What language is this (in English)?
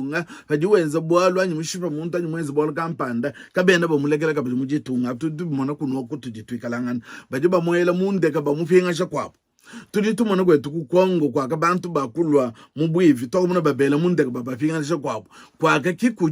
Luba-Lulua